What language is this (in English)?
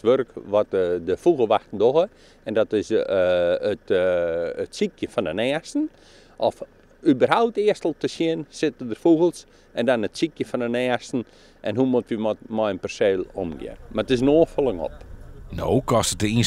Western Frisian